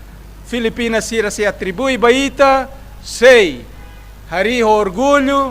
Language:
Tetum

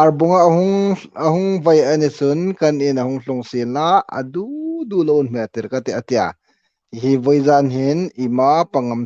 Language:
Hmar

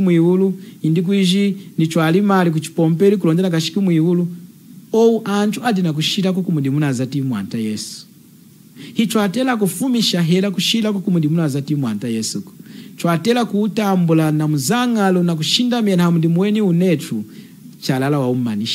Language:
Lunda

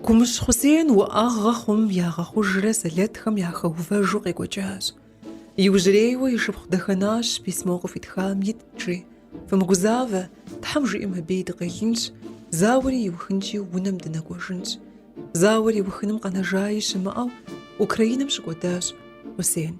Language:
Kabardian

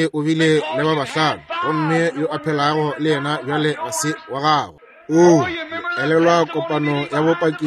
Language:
Northern Sotho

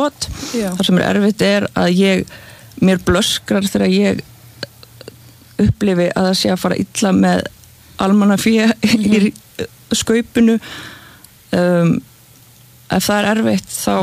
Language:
Icelandic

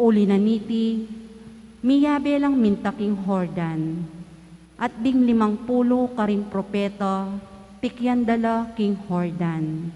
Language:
Pampanga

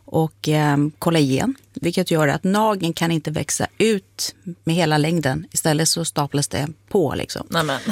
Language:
Swedish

